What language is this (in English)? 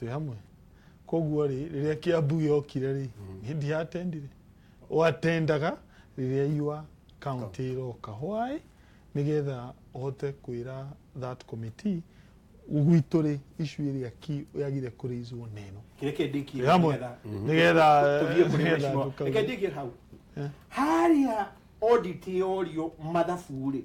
Kikuyu